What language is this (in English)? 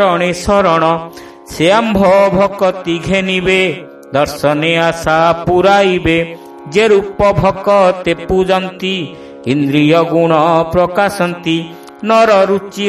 Odia